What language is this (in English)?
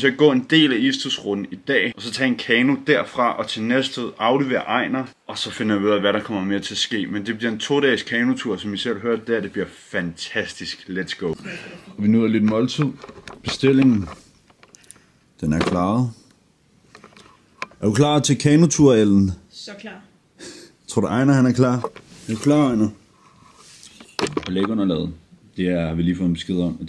Danish